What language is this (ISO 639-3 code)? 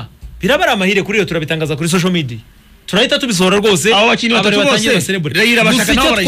kin